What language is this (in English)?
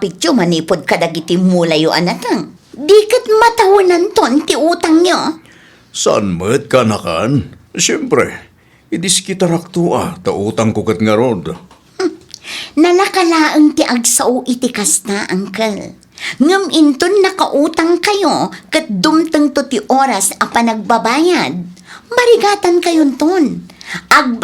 Iloko